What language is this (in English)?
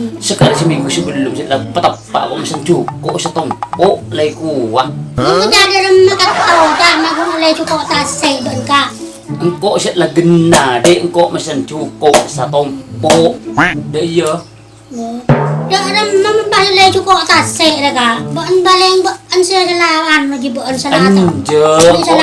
Madurese